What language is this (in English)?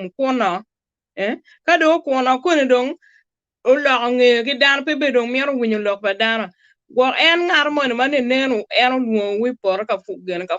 Acoli